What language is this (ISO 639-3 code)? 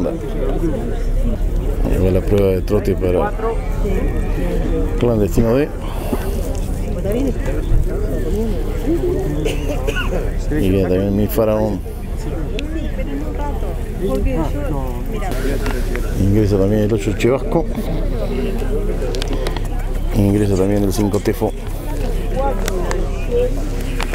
spa